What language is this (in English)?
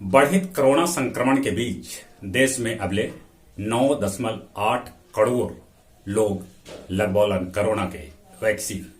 Magahi